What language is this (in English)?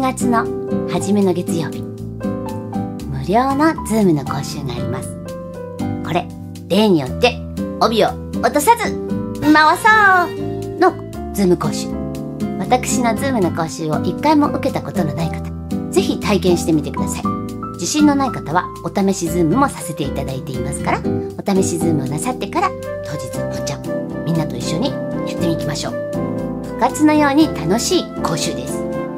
Japanese